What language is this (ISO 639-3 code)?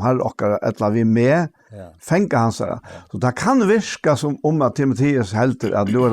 fao